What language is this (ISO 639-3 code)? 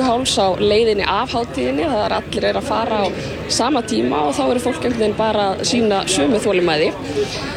isl